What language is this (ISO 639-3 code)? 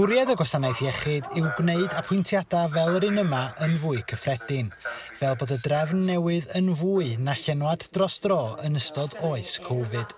cym